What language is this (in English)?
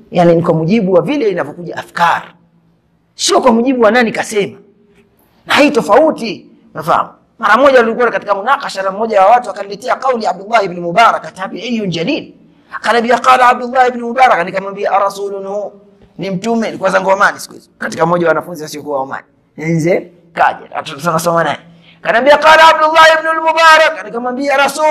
Swahili